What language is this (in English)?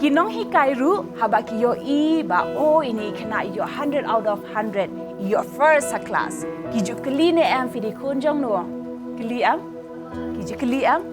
Khasi